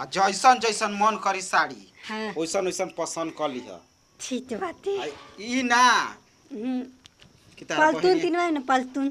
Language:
Bhojpuri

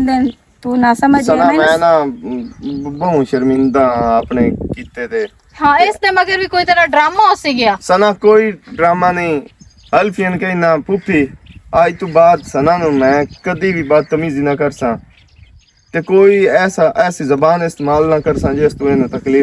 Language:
Western Panjabi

